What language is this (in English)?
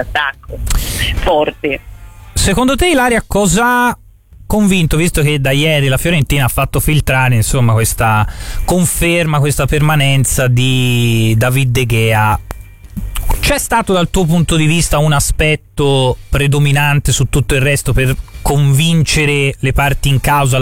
Italian